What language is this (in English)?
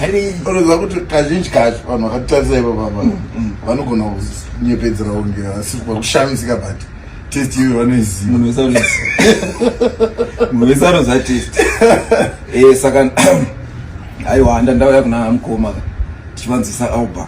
Shona